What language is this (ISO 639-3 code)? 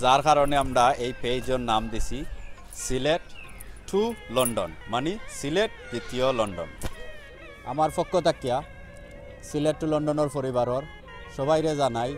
syl